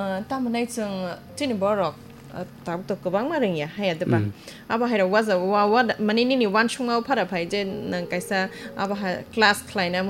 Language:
Kok Borok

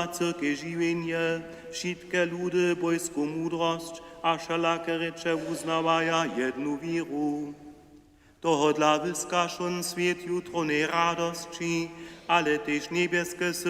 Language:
Upper Sorbian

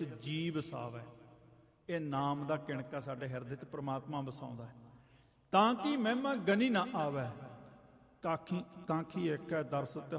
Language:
Punjabi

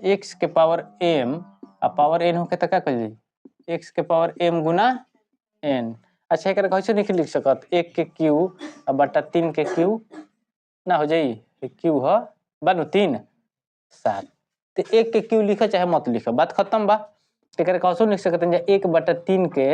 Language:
Bhojpuri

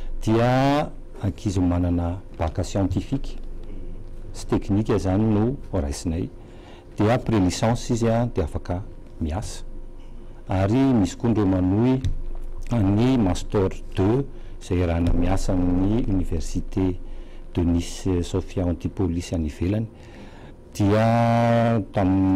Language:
Malagasy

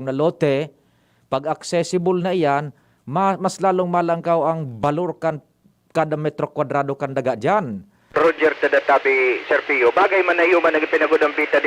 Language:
Bikol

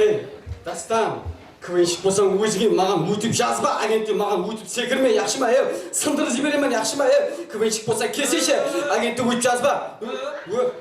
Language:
Kara-Kalpak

